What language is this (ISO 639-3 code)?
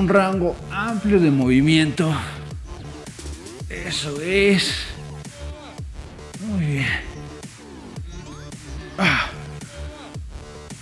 spa